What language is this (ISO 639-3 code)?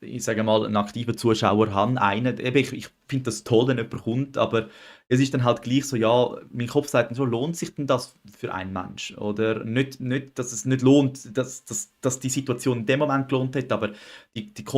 gsw